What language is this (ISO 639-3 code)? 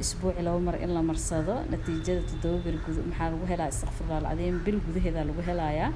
som